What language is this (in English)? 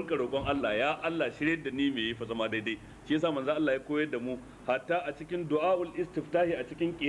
Hausa